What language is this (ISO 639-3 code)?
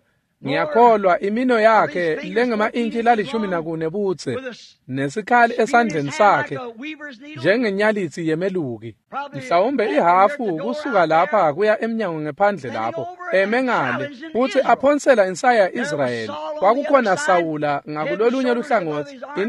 ssw